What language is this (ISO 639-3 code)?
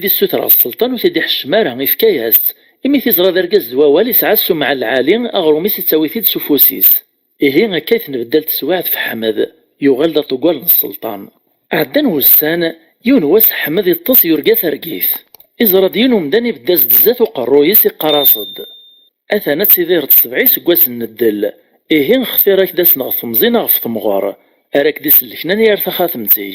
kab